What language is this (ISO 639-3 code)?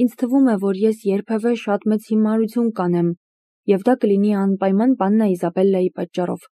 hye